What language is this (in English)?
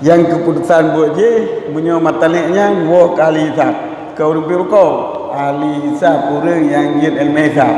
Achinese